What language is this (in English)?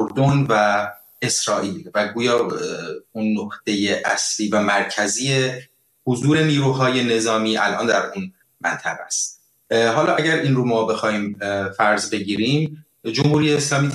Persian